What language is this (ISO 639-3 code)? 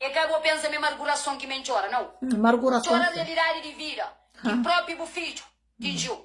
kea